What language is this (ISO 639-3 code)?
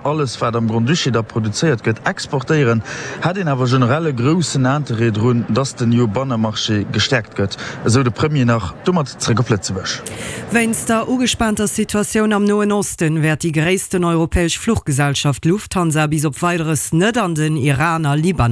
ltz